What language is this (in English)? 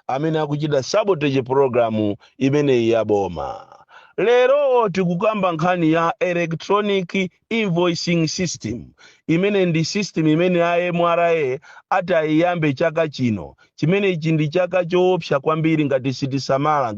Nyanja